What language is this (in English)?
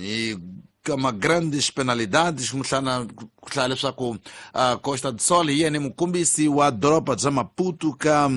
Tsonga